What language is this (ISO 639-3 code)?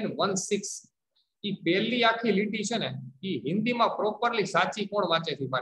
guj